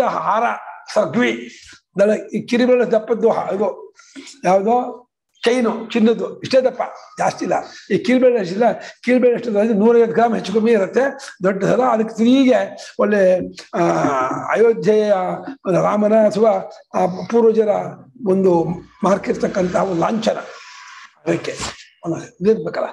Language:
Kannada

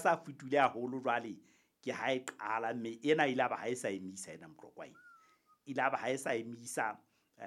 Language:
Southern Sotho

